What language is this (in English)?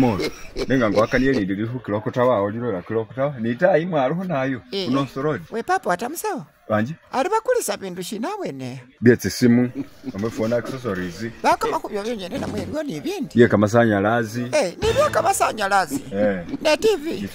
Masaaba